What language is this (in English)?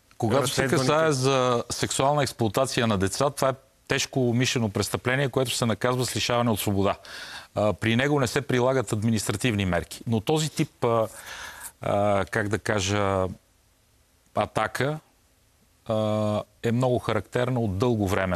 Bulgarian